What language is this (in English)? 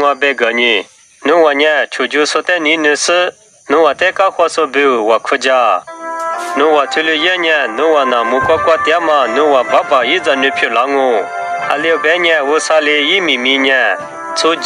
Lisu